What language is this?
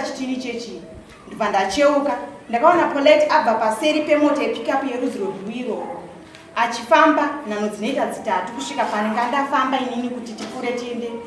Shona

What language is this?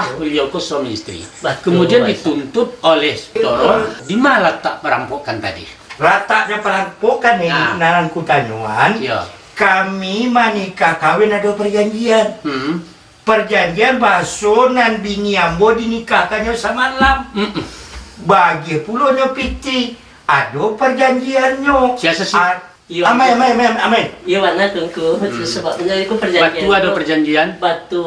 Minangkabau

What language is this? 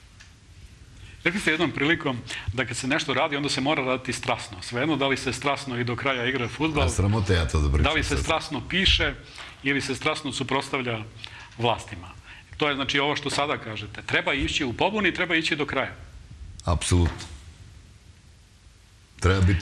Serbian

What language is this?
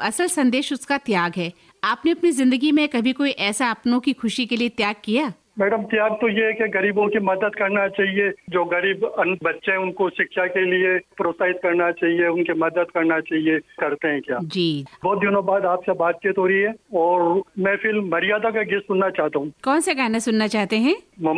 Hindi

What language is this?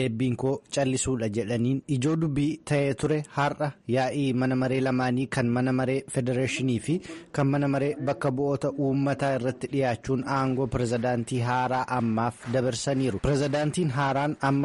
Oromo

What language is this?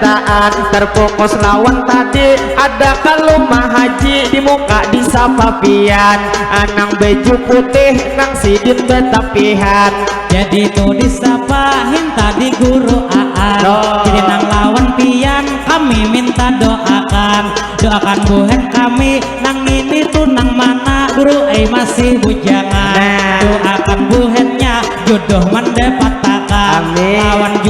Banjar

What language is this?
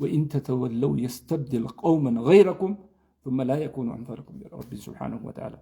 Oromo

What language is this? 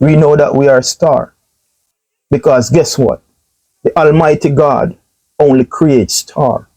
Jamaican Creole English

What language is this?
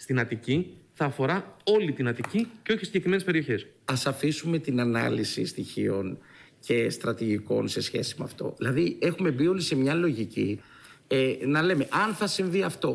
Greek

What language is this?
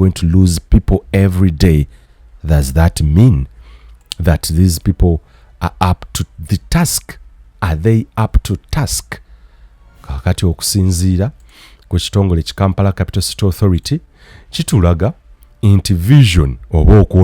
Ganda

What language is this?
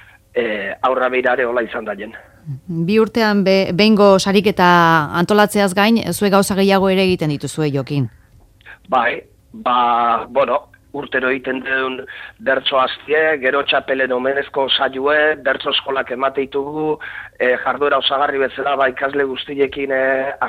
Basque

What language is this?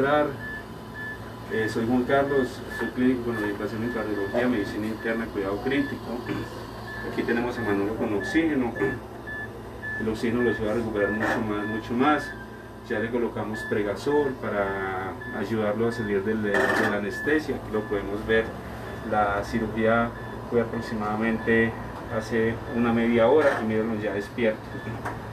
Spanish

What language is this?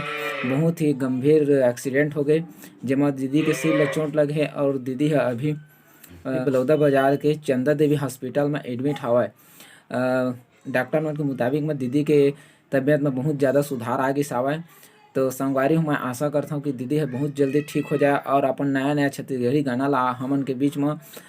Chhattisgarhi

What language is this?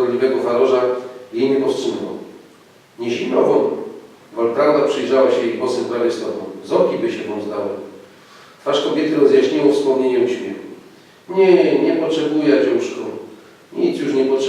Silesian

